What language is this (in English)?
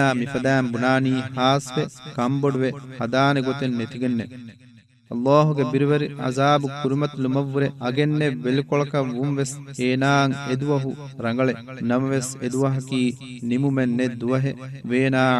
Divehi